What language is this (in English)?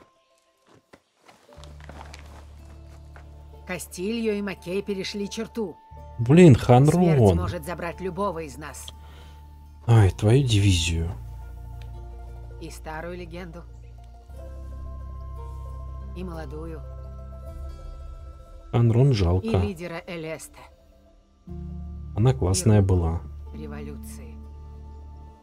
Russian